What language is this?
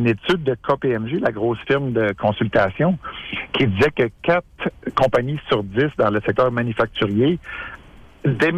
French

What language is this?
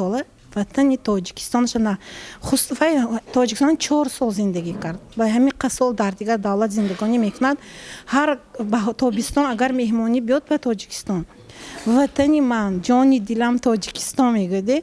Tajik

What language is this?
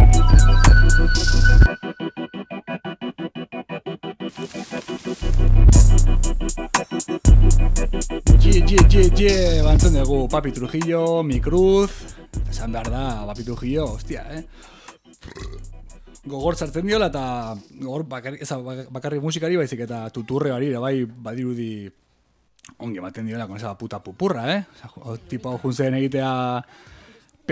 Basque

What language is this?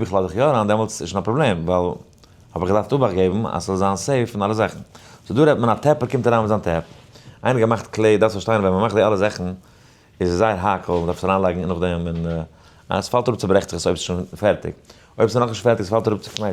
Yiddish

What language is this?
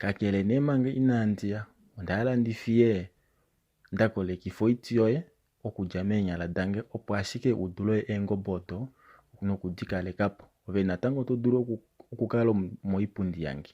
Kuanyama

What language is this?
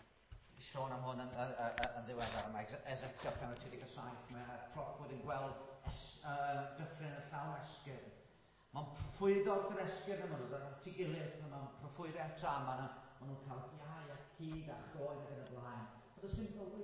Welsh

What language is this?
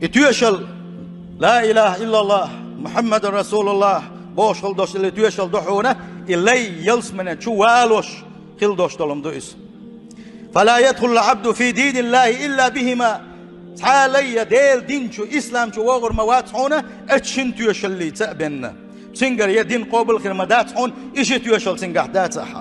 Chechen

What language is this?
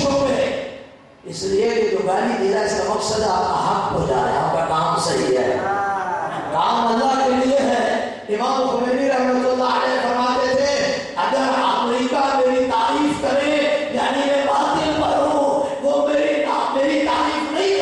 Urdu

